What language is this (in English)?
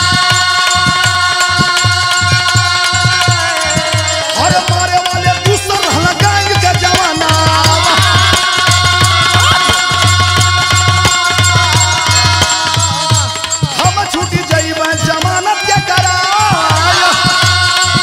Bhojpuri